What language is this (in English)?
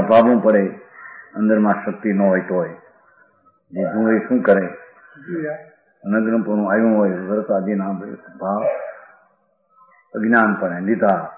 Gujarati